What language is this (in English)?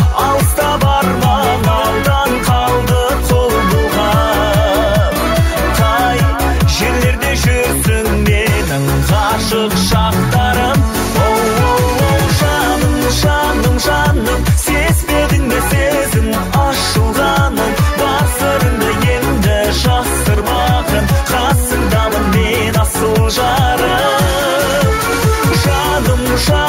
Kazakh